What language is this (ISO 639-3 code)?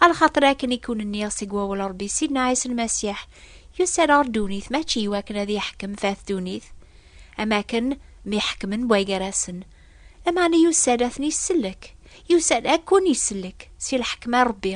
kab